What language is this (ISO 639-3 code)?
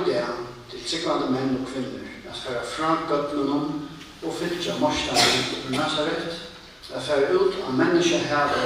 fao